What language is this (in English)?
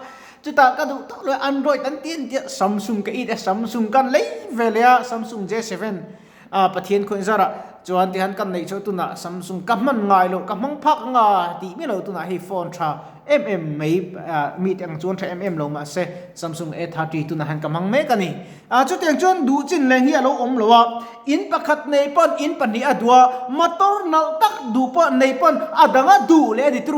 Mizo